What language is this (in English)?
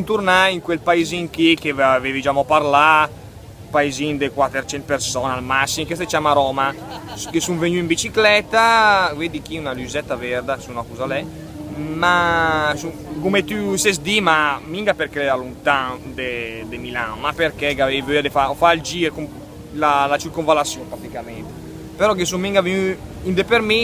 Lombard